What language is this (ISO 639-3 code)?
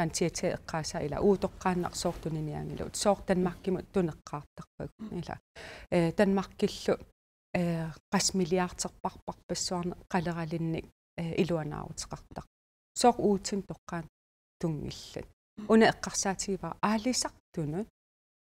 kal